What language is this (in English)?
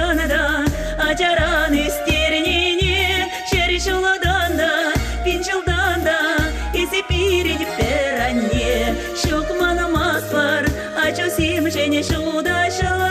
Chuvash